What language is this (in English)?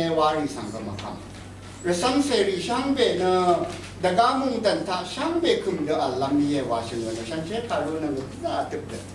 Rawang